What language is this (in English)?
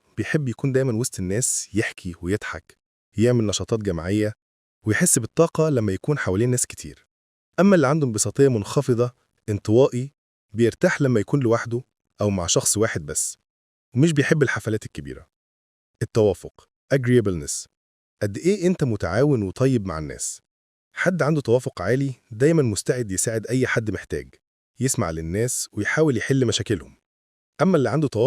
Egyptian Arabic